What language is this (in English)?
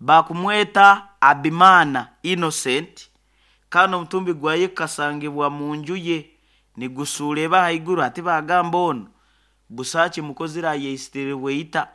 Nyoro